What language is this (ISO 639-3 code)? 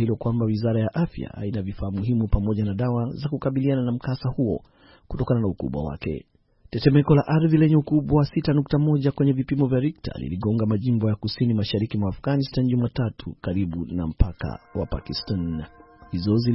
swa